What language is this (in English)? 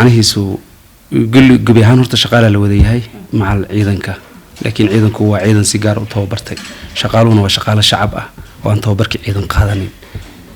Somali